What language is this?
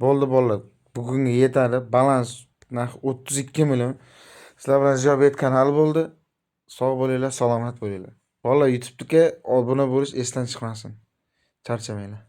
Uzbek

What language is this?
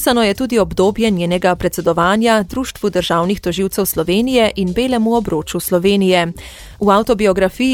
Slovenian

